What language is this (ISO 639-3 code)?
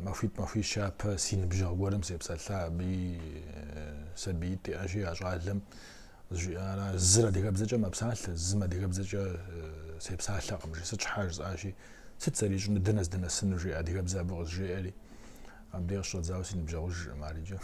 kbd